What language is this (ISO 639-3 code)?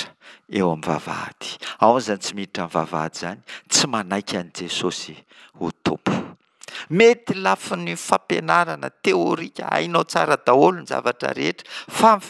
mlg